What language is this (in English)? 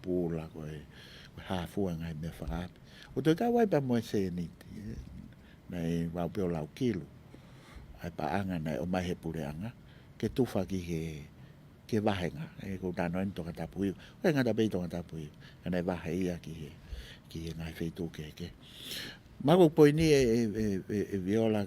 Tongan